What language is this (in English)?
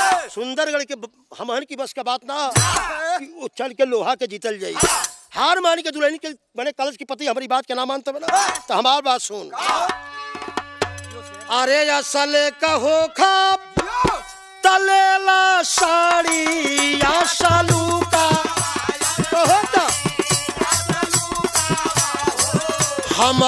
Bhojpuri